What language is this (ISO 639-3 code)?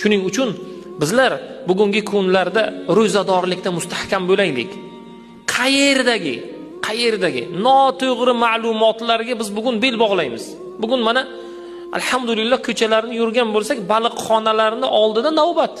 uzb